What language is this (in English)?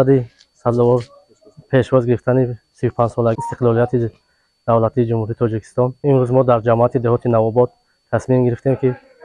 Tajik